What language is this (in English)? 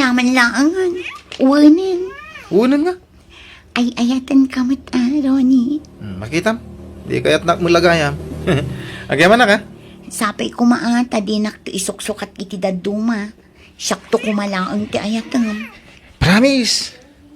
Iloko